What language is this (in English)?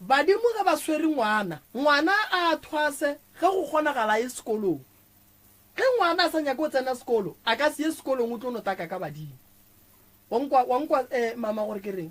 Northern Sotho